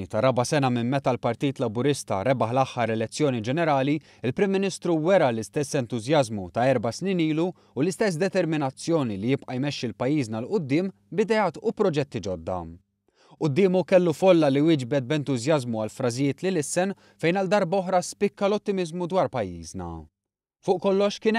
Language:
Maltese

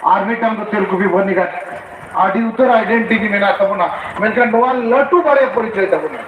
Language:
Santali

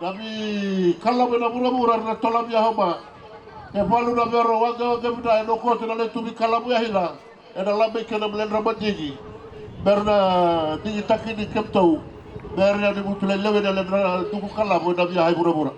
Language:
Fijian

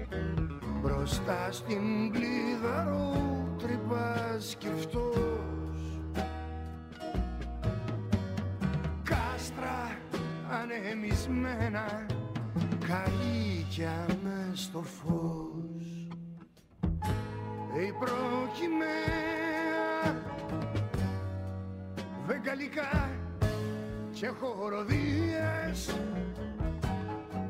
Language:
Greek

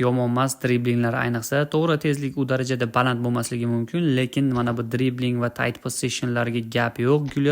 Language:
Uzbek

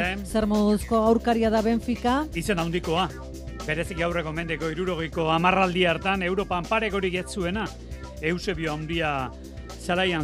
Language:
Basque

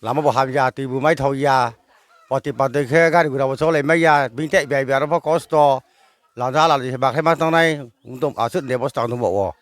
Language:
Riang (India)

